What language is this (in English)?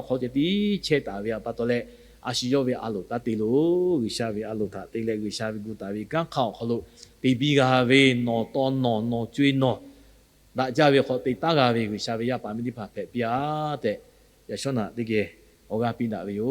Lahu